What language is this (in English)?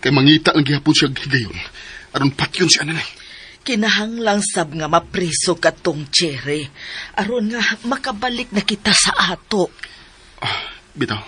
Cebuano